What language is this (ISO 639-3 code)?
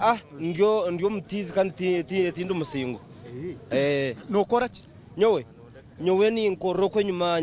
nyn